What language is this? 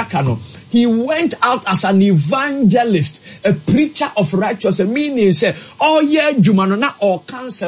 Akan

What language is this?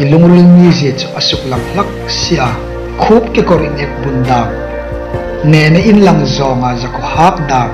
Hmar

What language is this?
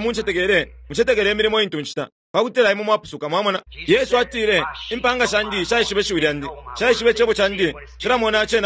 Bemba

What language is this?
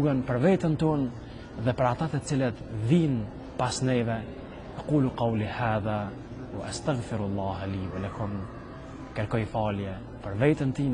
Albanian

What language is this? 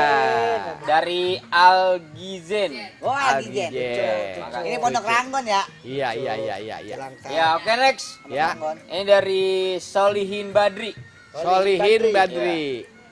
Betawi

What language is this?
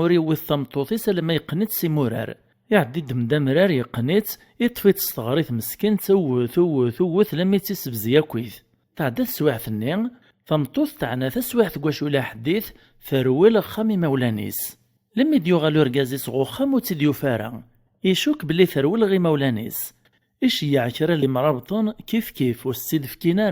Kabyle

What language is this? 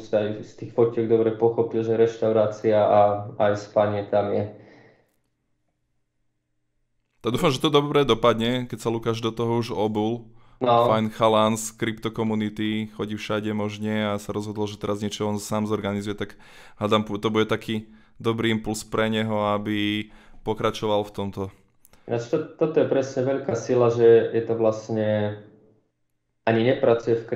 Slovak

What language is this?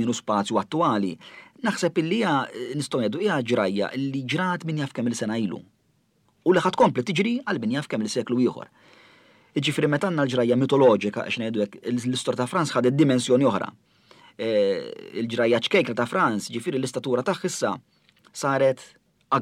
Maltese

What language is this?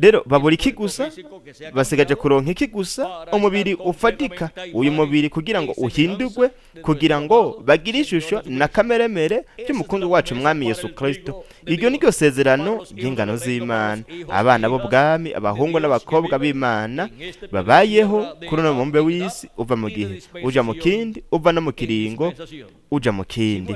Rundi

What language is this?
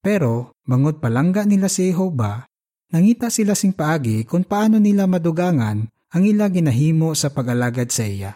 Hiligaynon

